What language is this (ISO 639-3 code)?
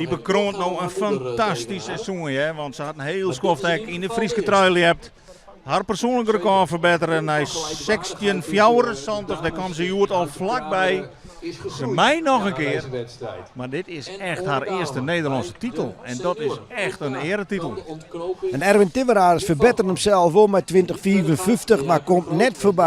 fry